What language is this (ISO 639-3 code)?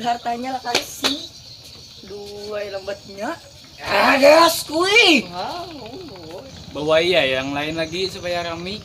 bjn